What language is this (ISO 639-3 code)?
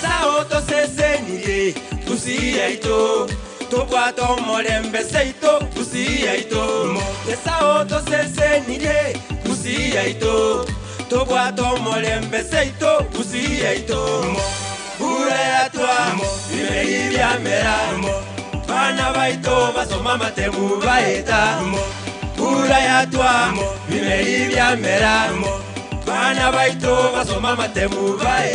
guz